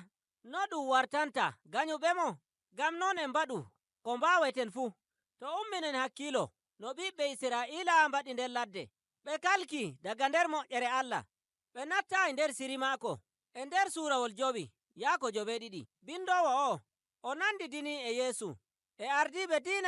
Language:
Nigerian Fulfulde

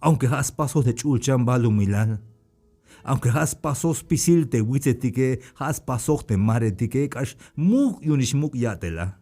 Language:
Tzeltal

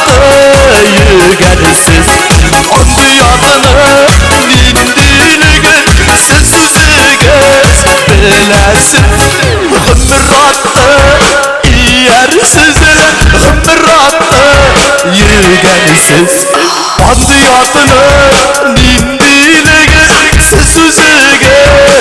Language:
Tatar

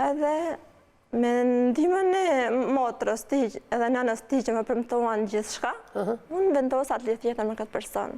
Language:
Albanian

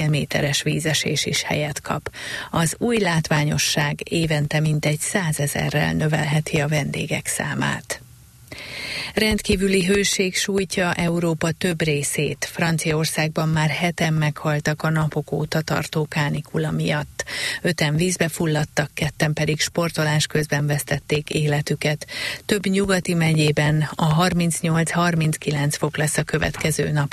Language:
Hungarian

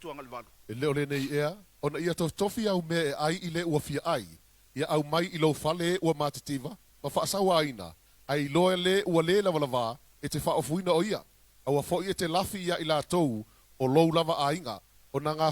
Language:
Samoan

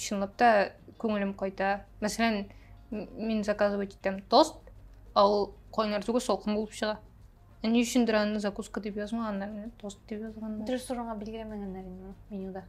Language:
Tatar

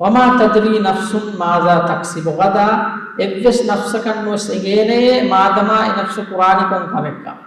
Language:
Divehi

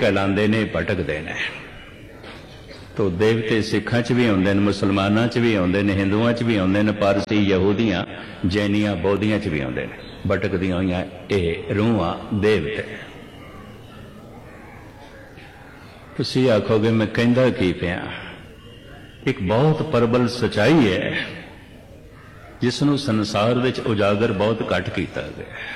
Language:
Punjabi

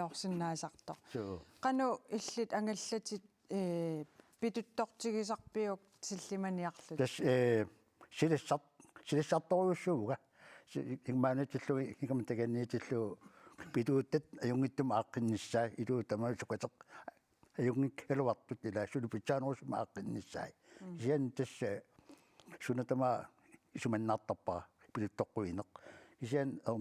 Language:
Kalaallisut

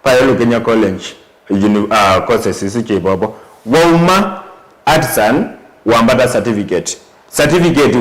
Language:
Kamba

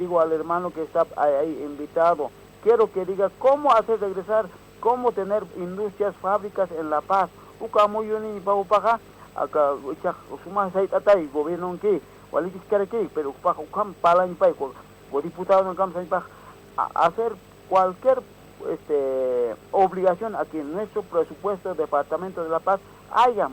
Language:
Aymara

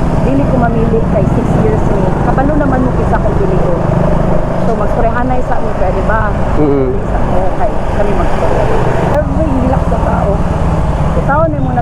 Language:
Cebuano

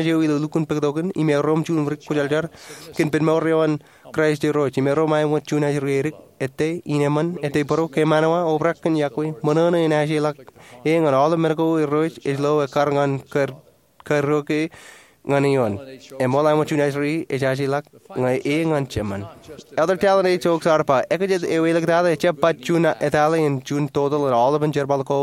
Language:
Marshallese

